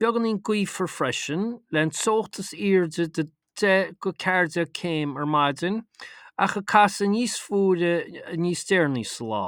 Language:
Irish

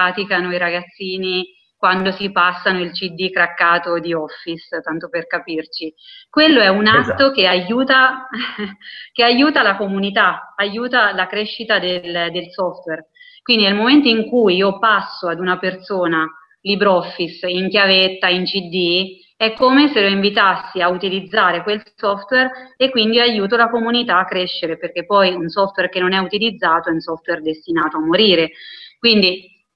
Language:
Italian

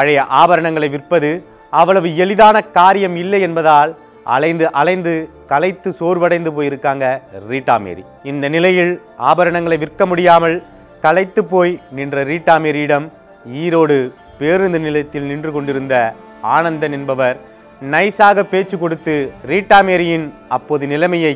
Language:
Tamil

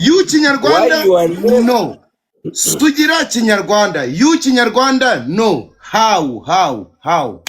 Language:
Kinyarwanda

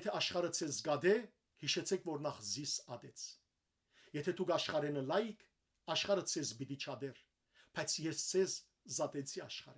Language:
Western Armenian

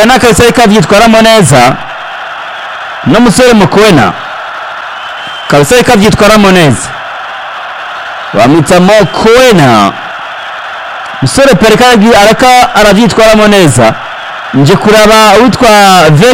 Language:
Rundi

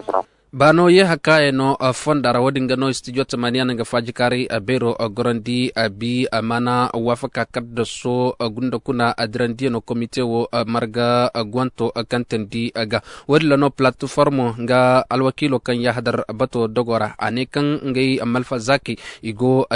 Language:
Zarma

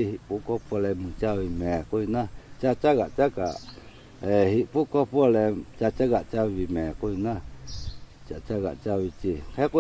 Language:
Lahu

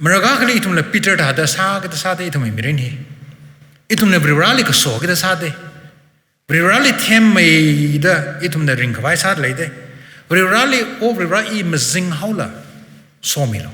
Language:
Tangkhul Naga (India)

